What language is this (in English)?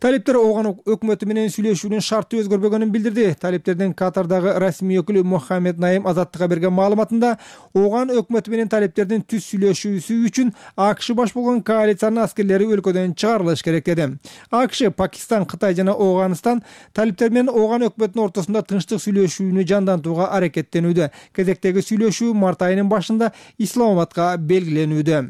Kyrgyz